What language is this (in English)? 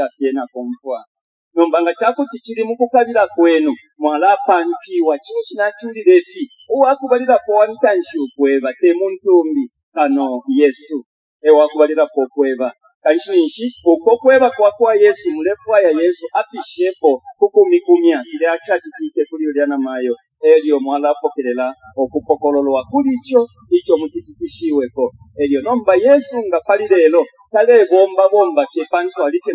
Bemba